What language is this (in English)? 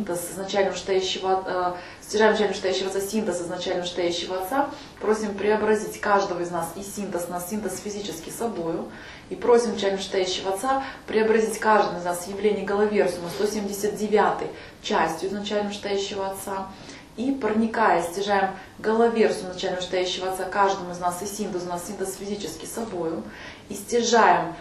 Russian